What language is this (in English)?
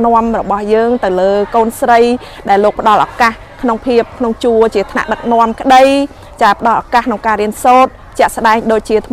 Khmer